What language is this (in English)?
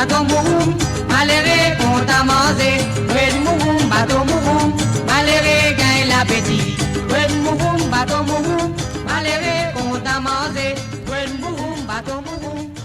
Morisyen